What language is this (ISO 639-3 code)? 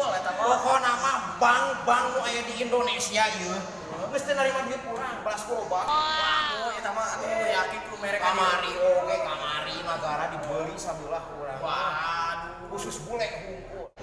sun